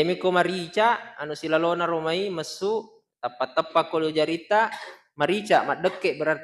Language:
Buginese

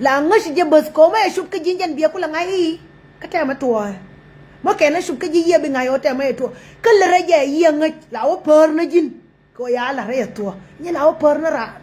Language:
Nuer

